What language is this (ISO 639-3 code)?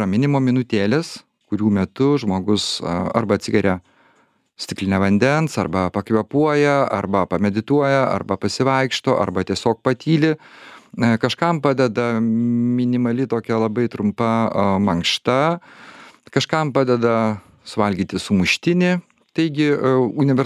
lit